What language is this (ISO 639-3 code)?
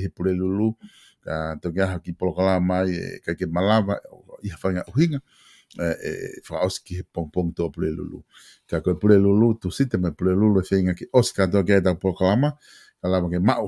ton